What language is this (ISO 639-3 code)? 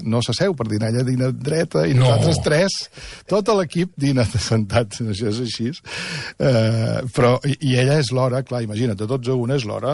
cat